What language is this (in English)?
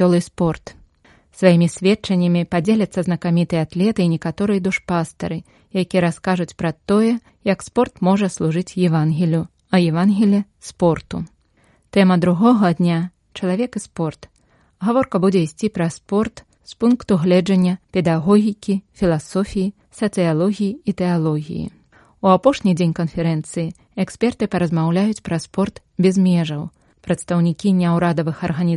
Belarusian